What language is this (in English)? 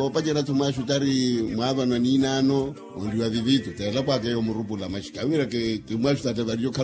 Makhuwa